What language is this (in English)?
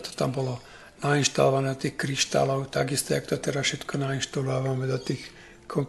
Slovak